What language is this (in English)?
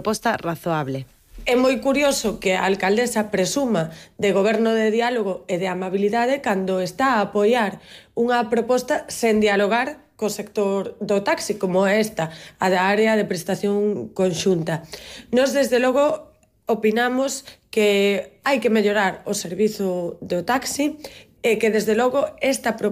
Galician